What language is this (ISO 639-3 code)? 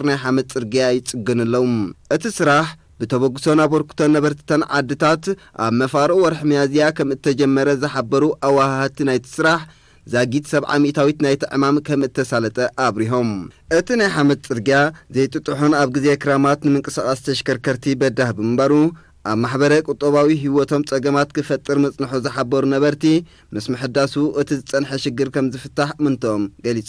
tir